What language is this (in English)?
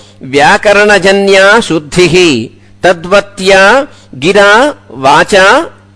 Sanskrit